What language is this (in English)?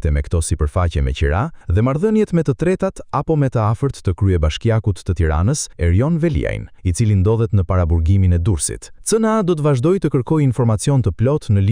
Albanian